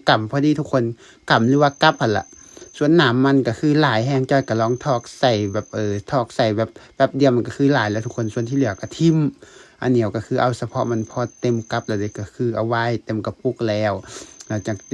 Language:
Lao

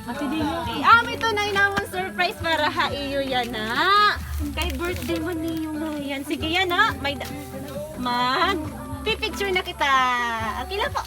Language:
Waray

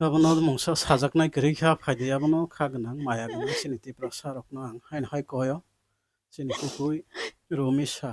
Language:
Kok Borok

